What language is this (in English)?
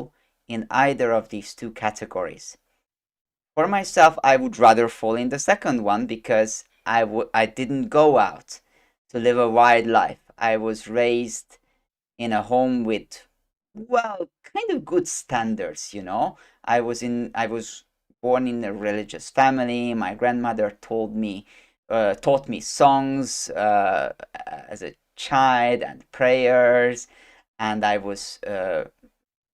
English